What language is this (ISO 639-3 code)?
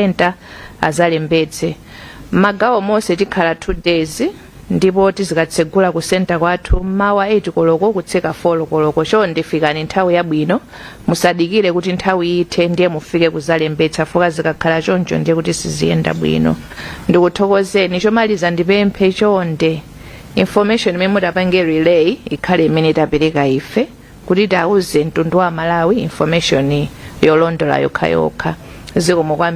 nya